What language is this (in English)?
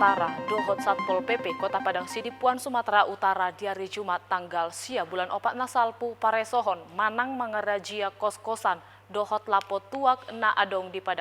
Batak Toba